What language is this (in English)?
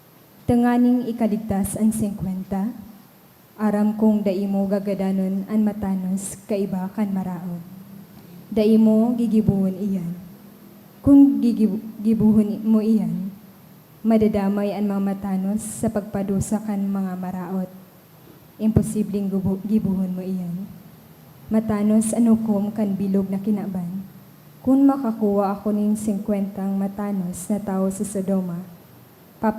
Bikol